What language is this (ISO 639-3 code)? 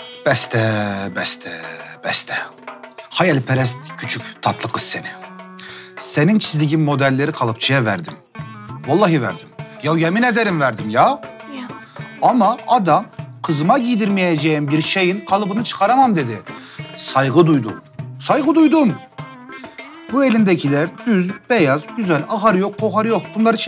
tur